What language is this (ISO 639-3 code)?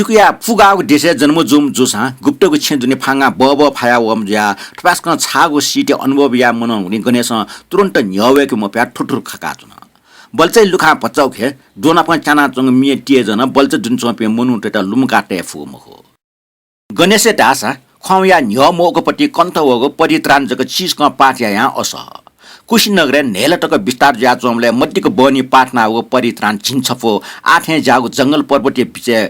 new